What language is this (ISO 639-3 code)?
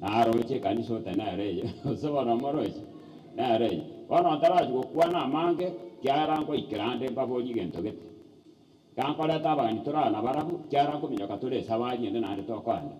guz